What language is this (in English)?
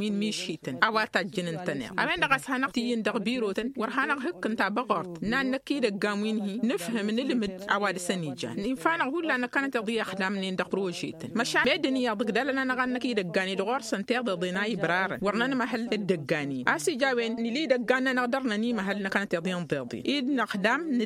Tamasheq